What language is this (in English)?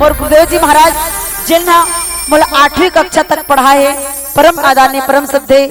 Chhattisgarhi